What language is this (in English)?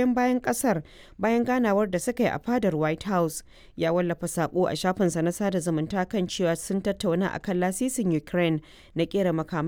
Hausa